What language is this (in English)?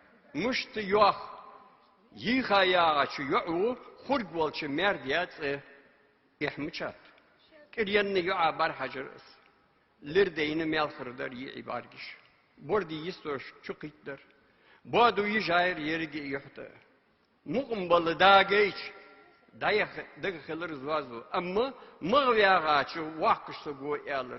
Ingush